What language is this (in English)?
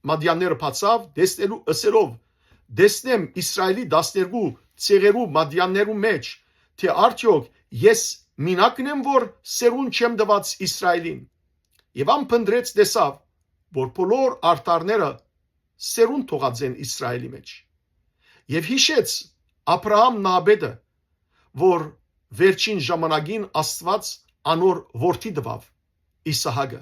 Western Armenian